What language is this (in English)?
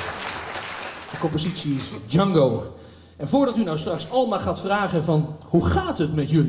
Dutch